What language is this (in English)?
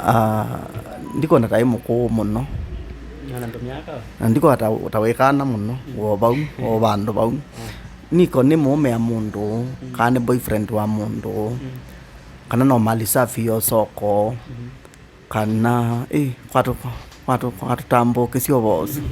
Kamba